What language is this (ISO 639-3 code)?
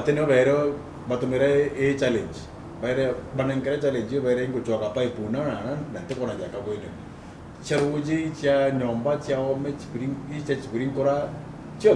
mer